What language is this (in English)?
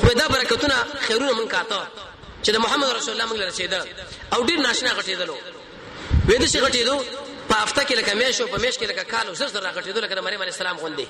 Pashto